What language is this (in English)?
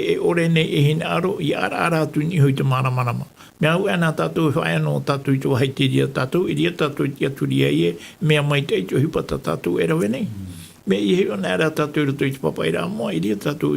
Tahitian